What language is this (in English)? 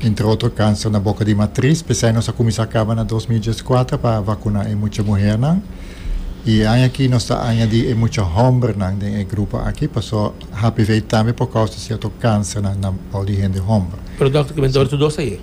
Papiamento